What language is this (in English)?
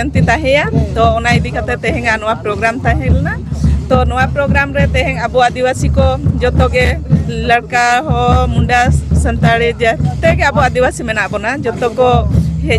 Santali